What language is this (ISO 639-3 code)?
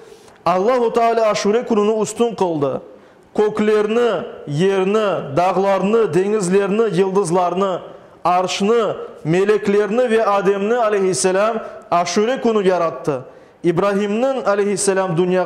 crh